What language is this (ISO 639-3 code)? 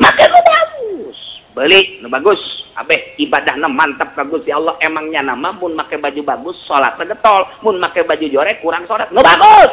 sun